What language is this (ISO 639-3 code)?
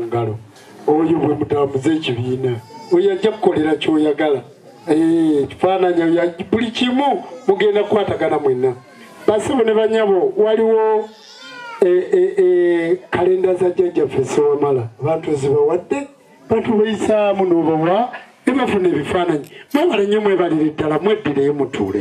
lug